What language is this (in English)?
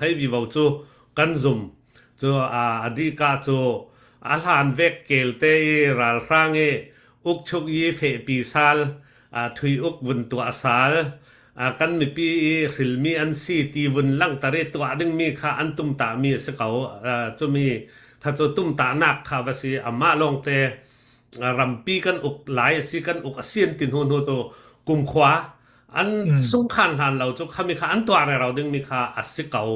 Falam Chin